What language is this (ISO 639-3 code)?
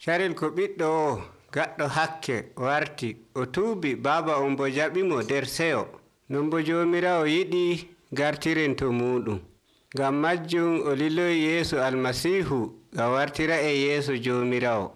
fuv